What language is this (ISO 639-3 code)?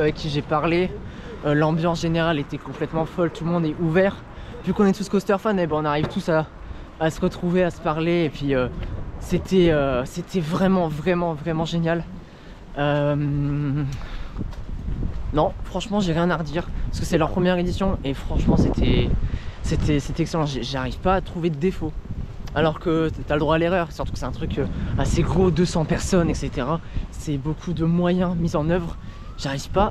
fra